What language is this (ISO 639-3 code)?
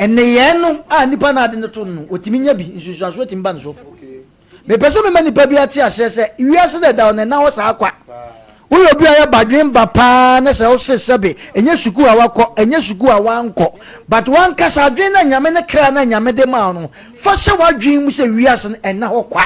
aka